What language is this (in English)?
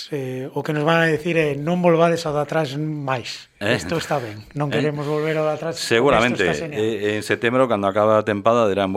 Galician